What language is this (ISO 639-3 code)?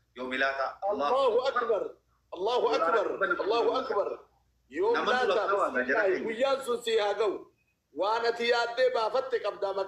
orm